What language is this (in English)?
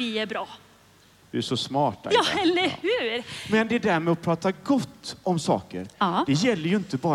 Swedish